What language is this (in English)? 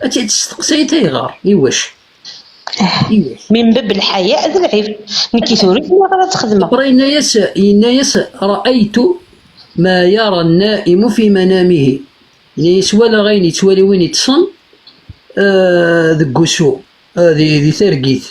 Kabyle